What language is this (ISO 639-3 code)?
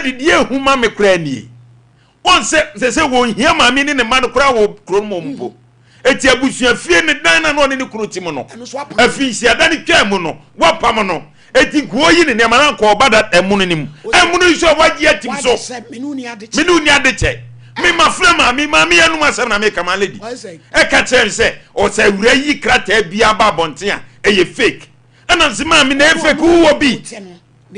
aka